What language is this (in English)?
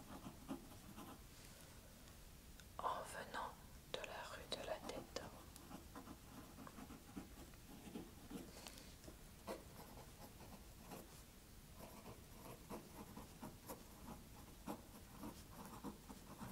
French